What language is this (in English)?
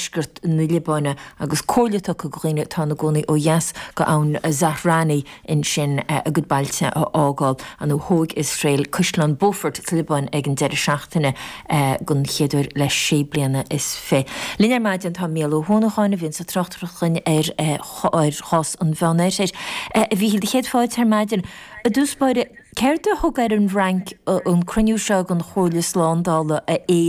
Irish